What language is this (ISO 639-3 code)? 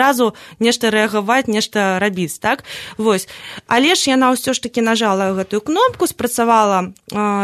bel